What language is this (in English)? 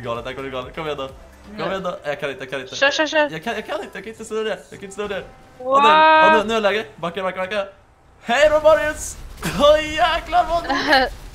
Swedish